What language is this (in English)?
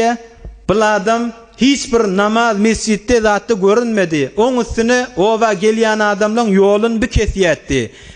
Turkmen